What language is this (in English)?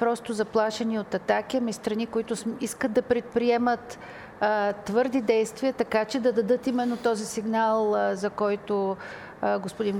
Bulgarian